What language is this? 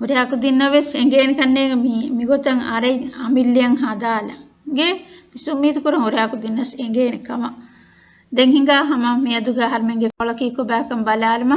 Divehi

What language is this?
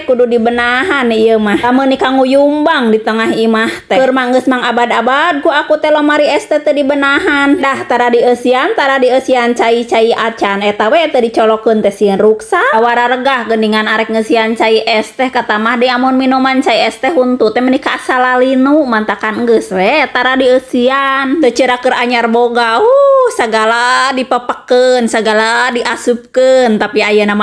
Sundanese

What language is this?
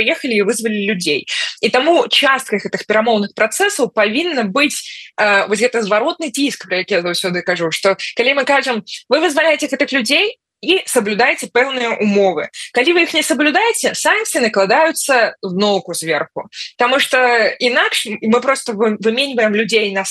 Belarusian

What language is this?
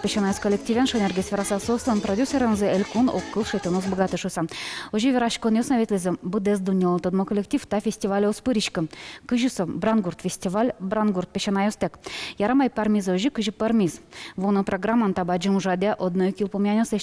Udmurt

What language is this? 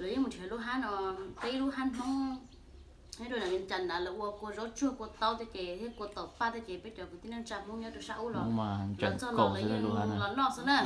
Hmong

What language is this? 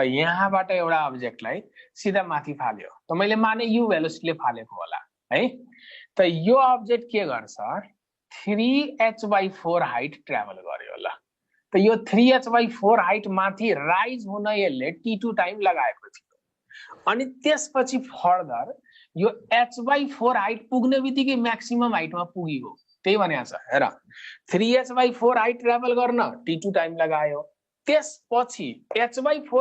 Nepali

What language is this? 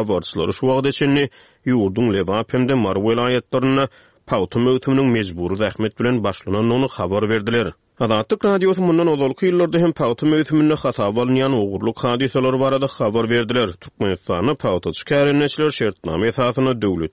Turkmen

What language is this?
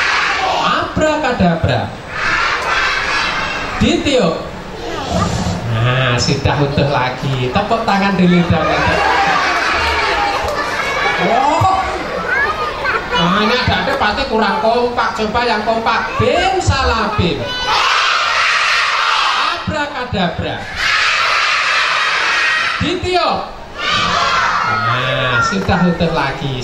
Indonesian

